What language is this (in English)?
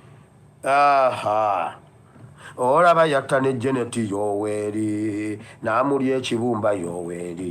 Ganda